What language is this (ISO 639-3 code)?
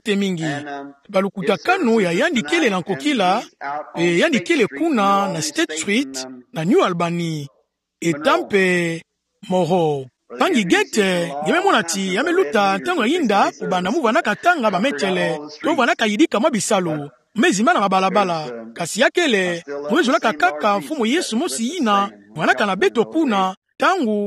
ktu